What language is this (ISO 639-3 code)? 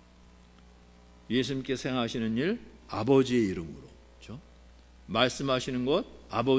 kor